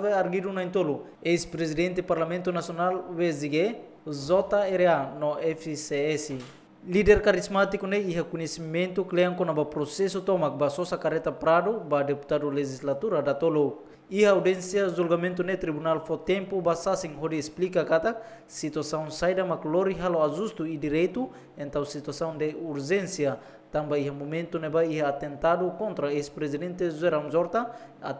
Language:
Tetum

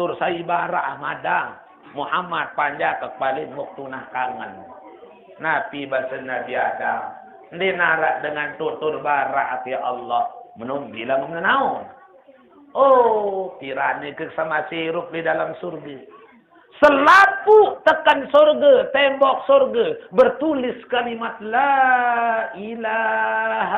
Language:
Sasak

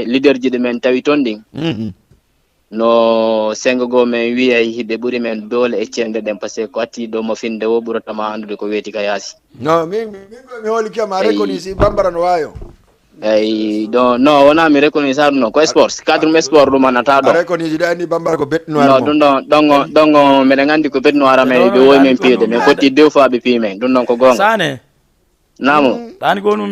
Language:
Fula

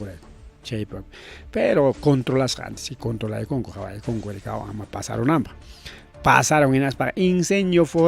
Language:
Ayacucho Quechua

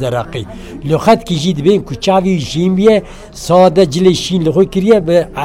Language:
Kurdish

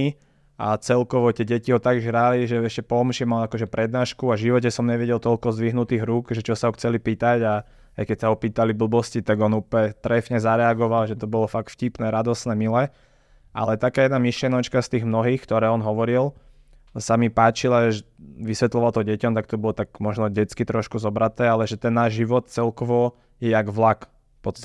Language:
Slovak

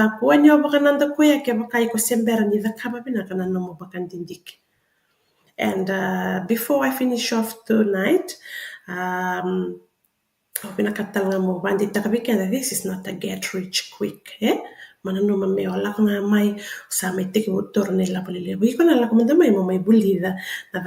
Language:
Fijian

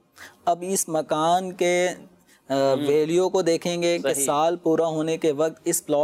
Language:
Urdu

